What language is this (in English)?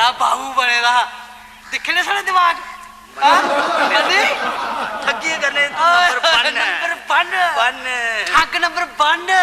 Dogri